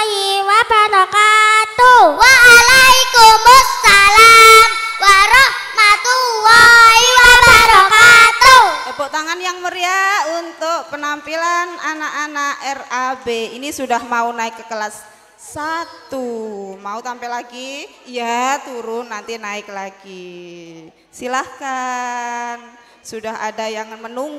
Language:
Indonesian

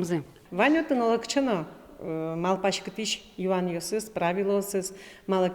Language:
Udmurt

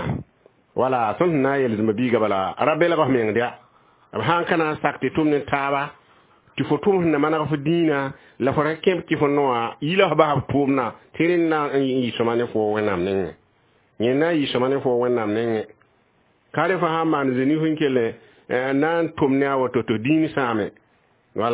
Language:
Mossi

